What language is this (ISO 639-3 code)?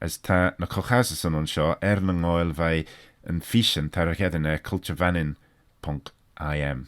glv